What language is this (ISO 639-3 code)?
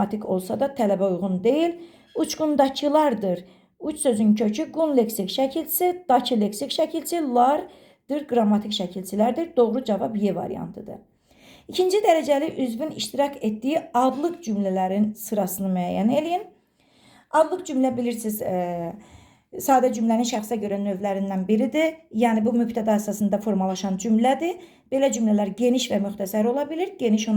aze